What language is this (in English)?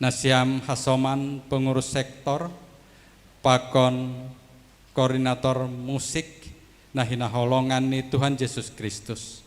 Batak Simalungun